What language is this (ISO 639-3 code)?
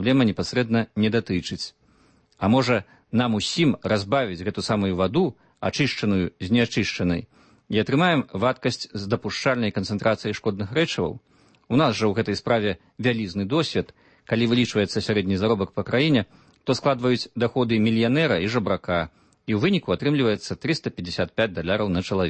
bel